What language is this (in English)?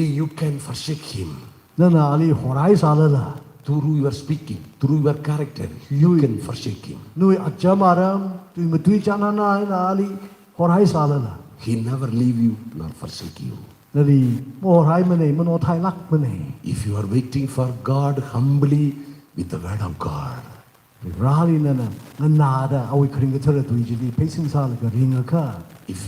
Tangkhul Naga (India)